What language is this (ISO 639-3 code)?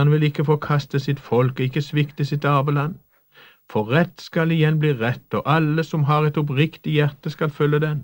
nor